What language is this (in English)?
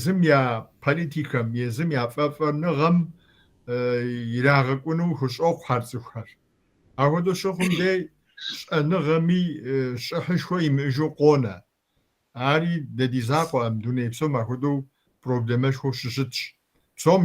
Kabardian